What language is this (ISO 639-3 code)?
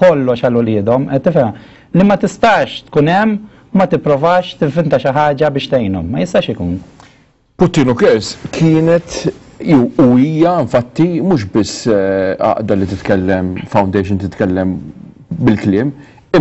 mlt